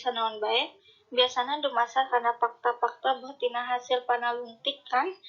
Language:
Sundanese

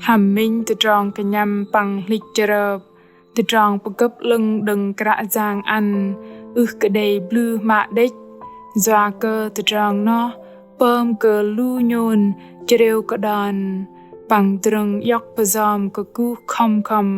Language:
Bahnar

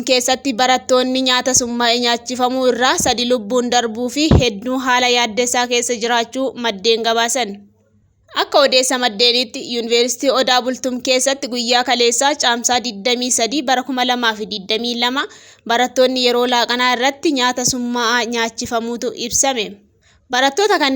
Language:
Oromo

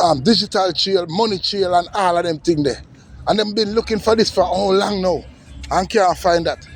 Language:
Jamaican Creole English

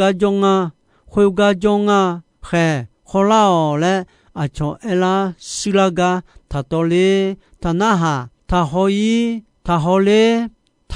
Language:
Akha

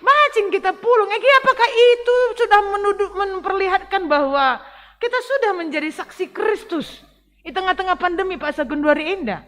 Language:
Batak Karo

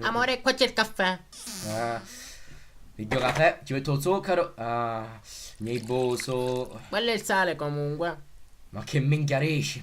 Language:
Sicilian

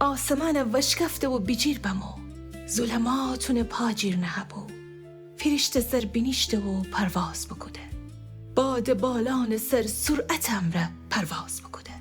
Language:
Gilaki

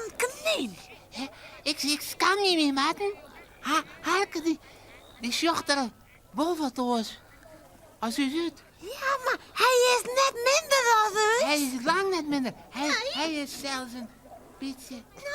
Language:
Western Frisian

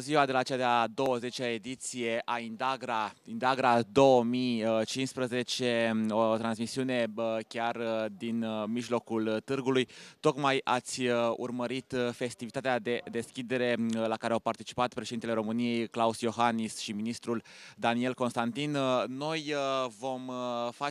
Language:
Romanian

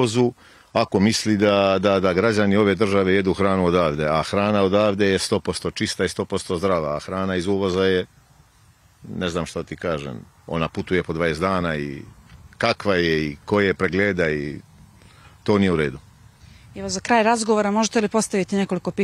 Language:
Serbian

